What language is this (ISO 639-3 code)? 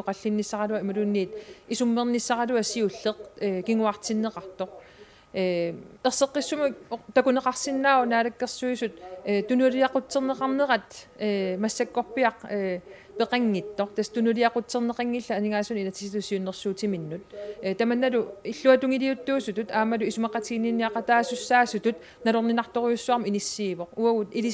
kal